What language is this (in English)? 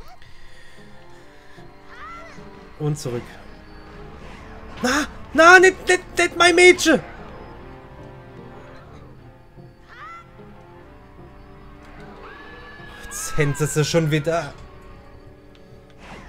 German